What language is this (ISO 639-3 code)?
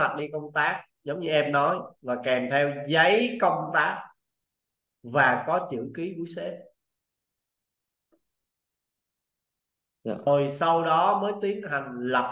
vie